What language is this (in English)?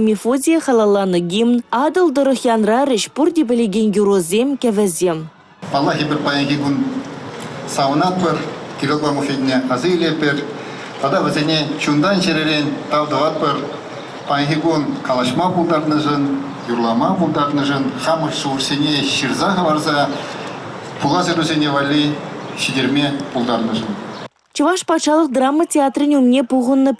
Chuvash